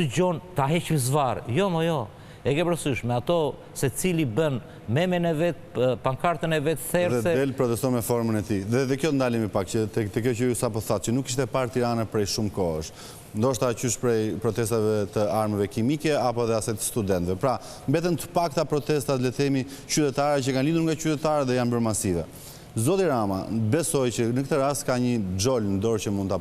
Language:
Albanian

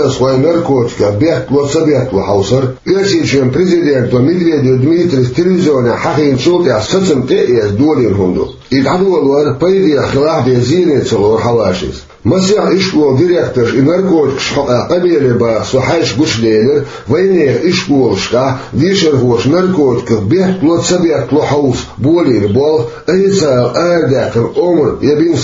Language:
Chechen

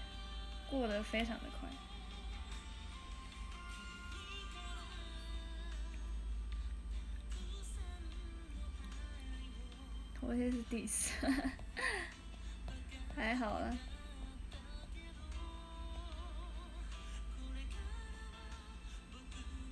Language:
Chinese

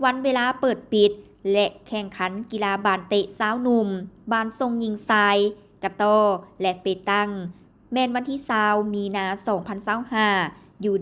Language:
Lao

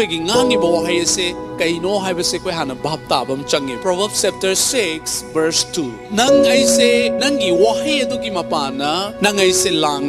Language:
Manipuri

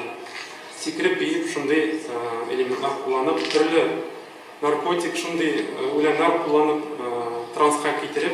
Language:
Tatar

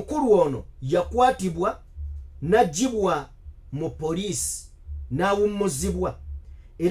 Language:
Ganda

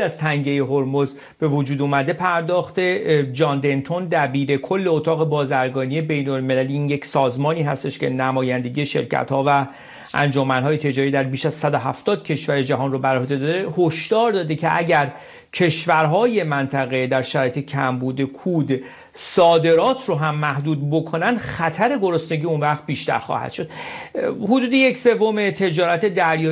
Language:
Persian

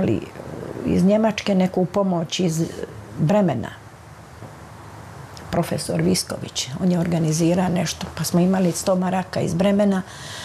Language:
Croatian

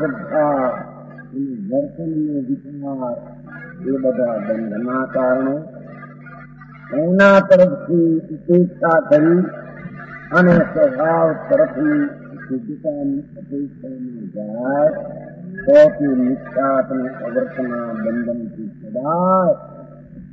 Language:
Gujarati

